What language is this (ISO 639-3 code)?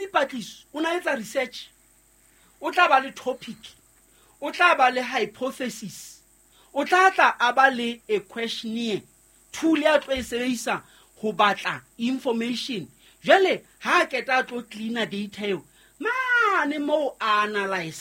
sot